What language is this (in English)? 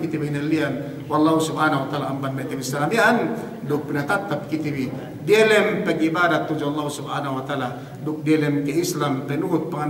Yakan